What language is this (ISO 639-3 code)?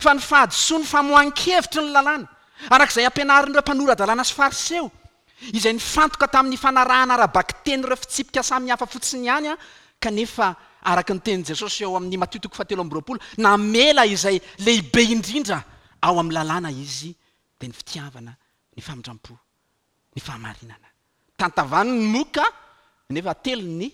mlg